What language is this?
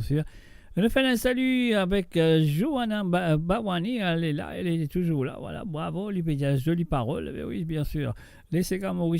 Morisyen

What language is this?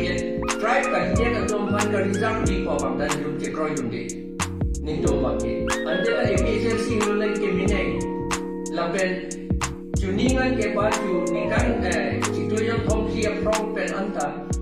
Karbi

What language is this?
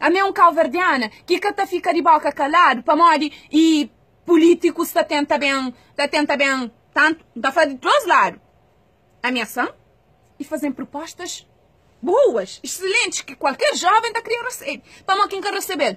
Kabuverdianu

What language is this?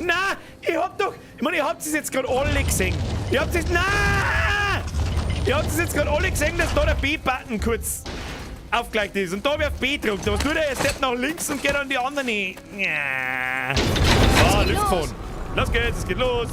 Bavarian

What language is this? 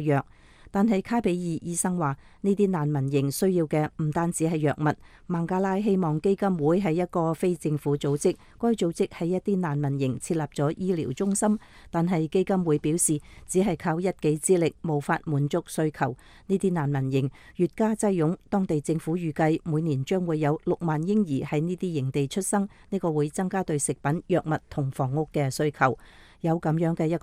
Cantonese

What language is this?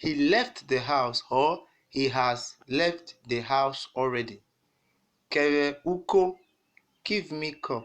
Urhobo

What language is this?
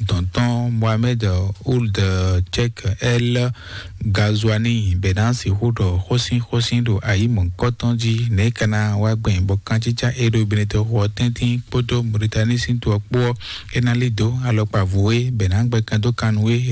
Fon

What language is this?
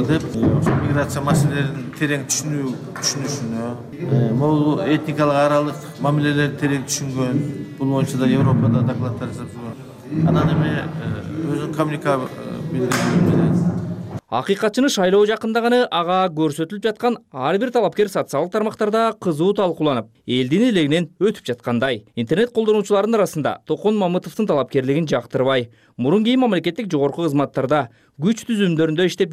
Kyrgyz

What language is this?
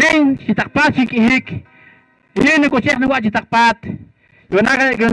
Poqomchi'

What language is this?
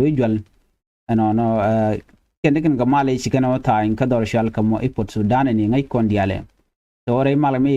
Nuer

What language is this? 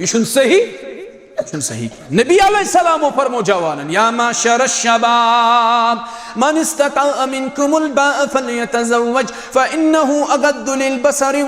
Kashmiri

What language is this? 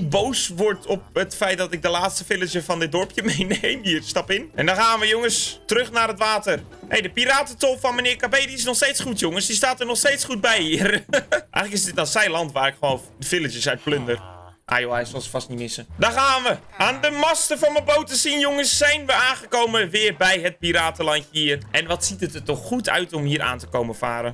Dutch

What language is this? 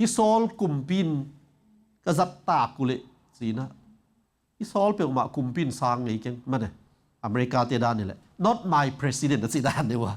Tedim Chin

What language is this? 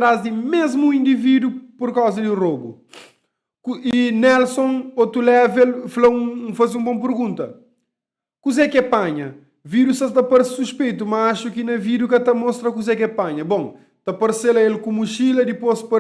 Kabuverdianu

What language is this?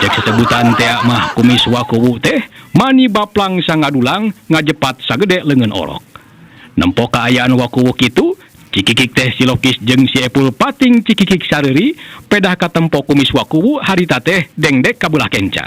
Sundanese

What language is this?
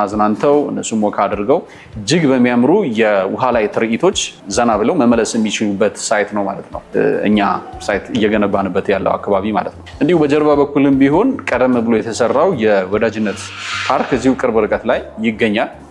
Amharic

